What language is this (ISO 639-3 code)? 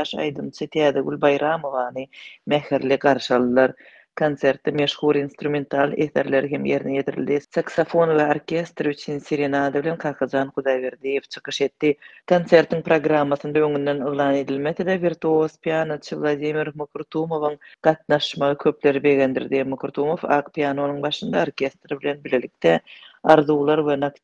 tuk